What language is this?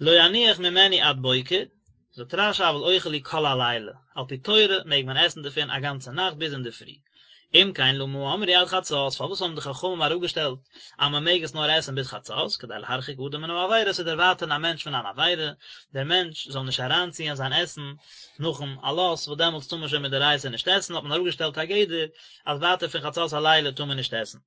Yiddish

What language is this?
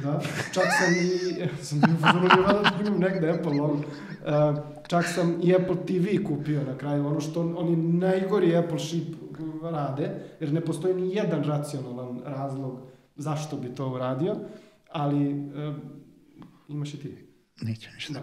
Serbian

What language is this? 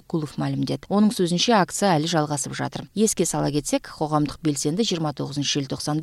Kyrgyz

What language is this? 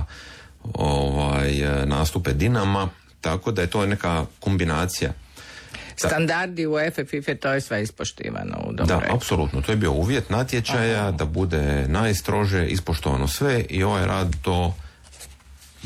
Croatian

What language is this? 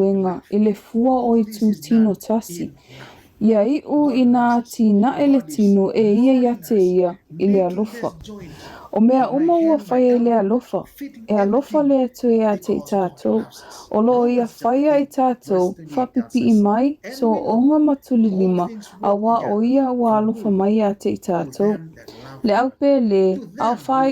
Samoan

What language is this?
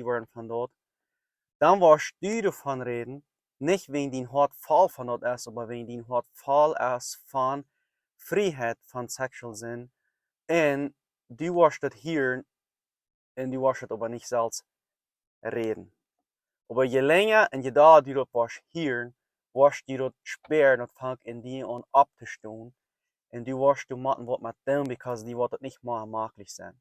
Plautdietsch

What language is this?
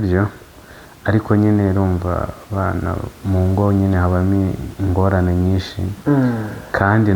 Kinyarwanda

